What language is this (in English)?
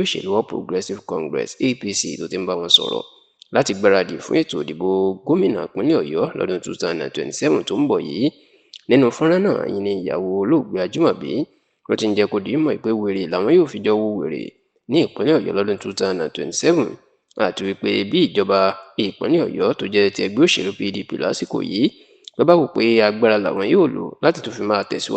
Yoruba